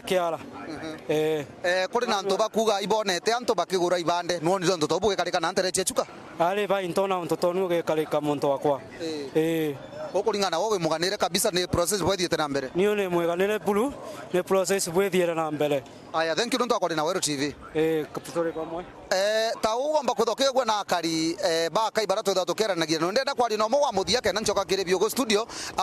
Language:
Meru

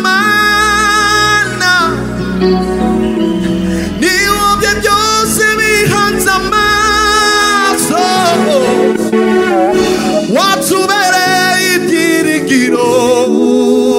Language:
Kinyarwanda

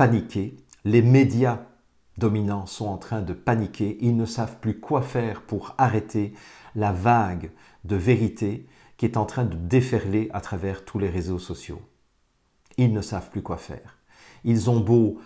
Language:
French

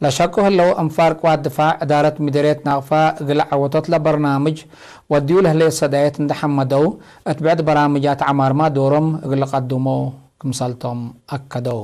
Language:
Tigre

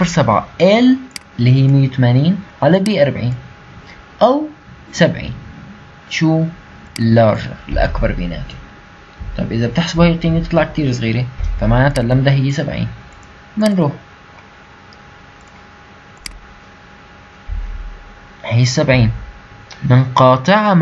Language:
North Levantine Arabic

